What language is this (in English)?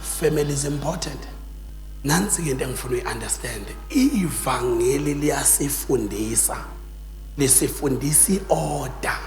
Zulu